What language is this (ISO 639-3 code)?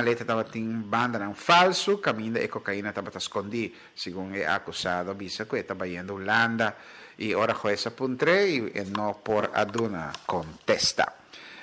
pap